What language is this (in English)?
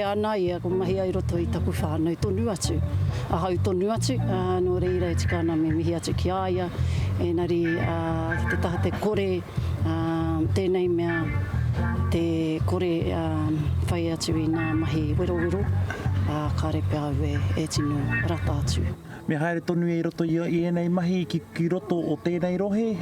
Māori